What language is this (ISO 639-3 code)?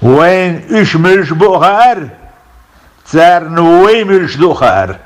che